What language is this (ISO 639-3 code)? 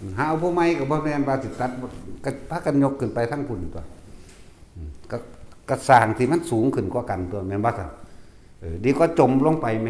tts